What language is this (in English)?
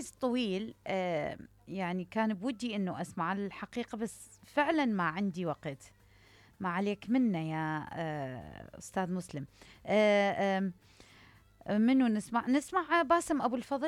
Mesopotamian Arabic